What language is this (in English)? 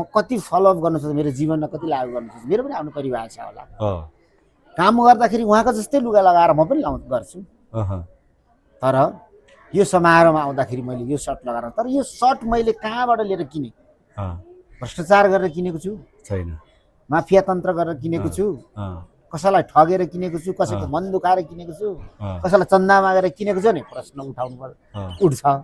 Nepali